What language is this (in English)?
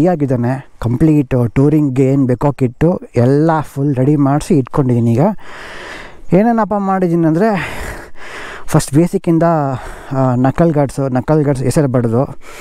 Kannada